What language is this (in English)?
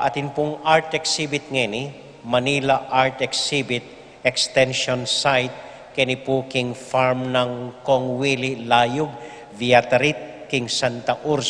Pampanga